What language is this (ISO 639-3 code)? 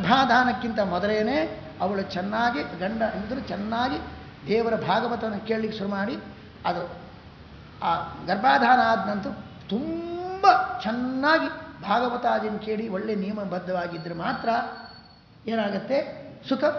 kan